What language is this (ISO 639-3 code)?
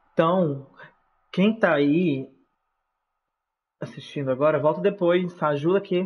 por